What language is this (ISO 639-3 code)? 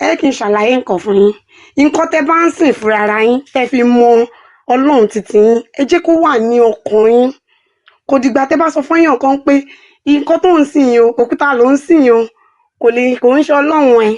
yor